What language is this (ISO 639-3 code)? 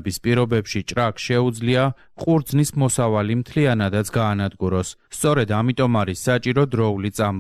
kat